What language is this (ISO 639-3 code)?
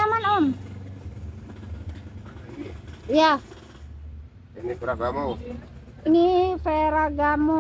ind